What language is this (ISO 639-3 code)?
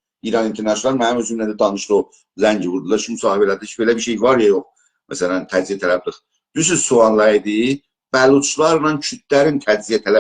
azb